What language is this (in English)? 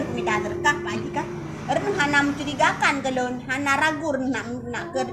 Achinese